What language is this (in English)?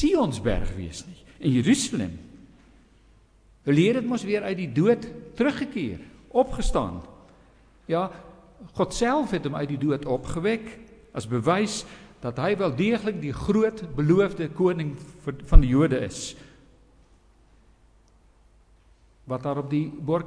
Afrikaans